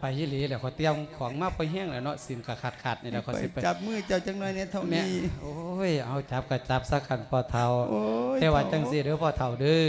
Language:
Lao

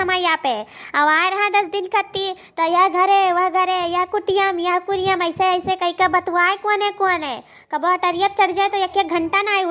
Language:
Awadhi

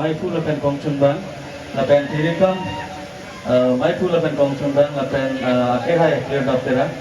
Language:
Karbi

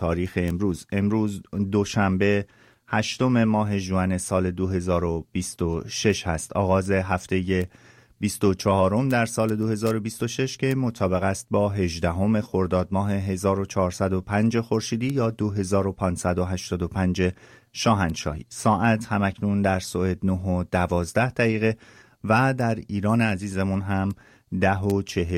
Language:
Persian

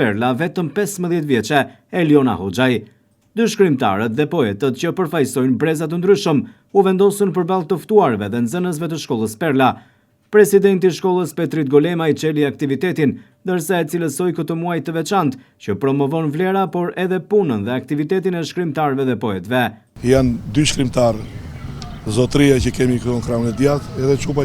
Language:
Albanian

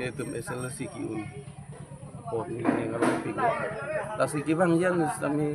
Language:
Karbi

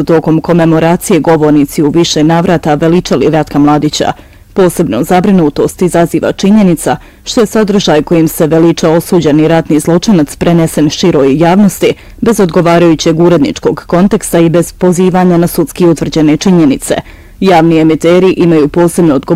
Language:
Bosnian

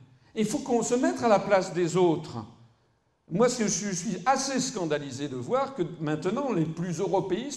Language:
French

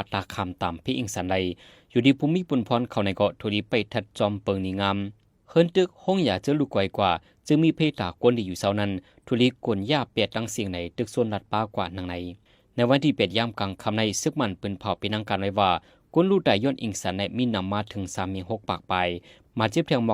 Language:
Shan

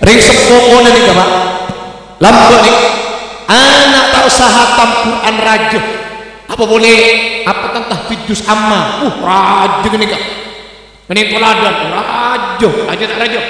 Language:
Madurese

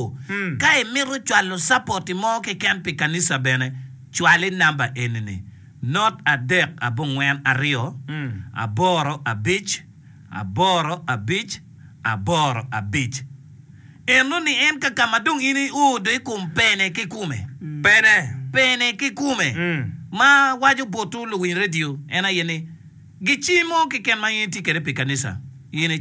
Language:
Acoli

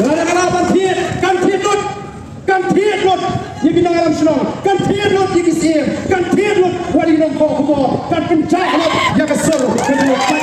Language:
Khasi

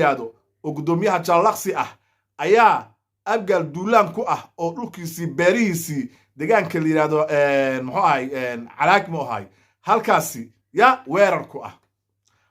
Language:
Somali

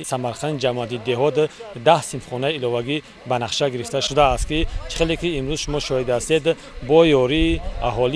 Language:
Tajik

